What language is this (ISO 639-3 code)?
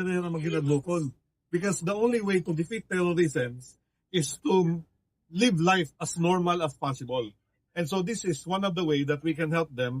war